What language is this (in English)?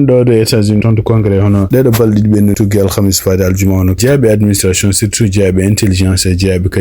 Fula